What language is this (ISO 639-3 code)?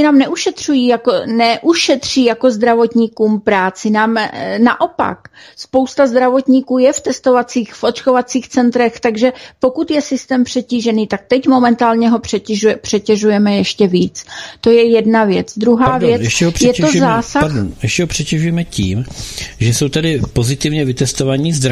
ces